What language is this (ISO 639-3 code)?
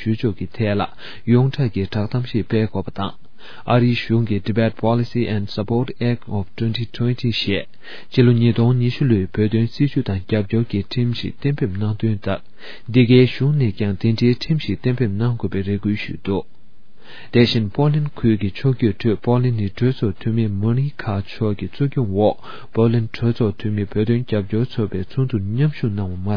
bod